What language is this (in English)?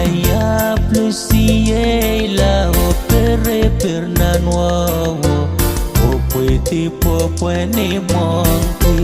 Pohnpeian